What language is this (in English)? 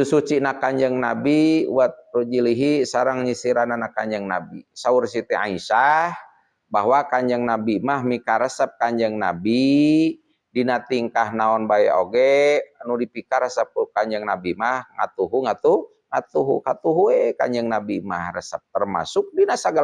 Sundanese